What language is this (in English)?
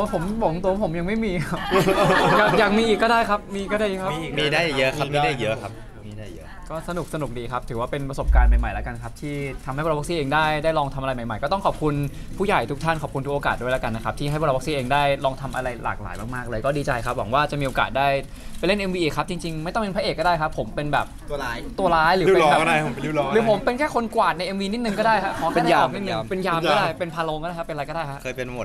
Thai